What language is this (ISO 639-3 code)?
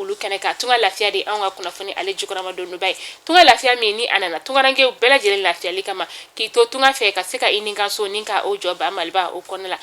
bam